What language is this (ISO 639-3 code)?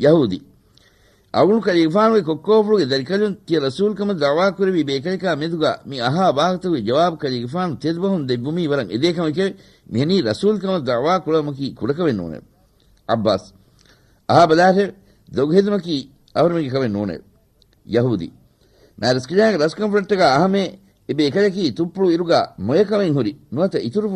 div